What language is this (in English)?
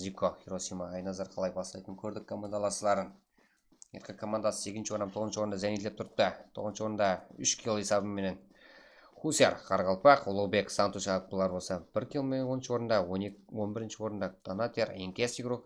Kara-Kalpak